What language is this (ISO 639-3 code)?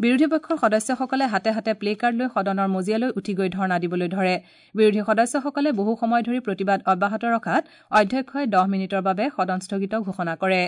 asm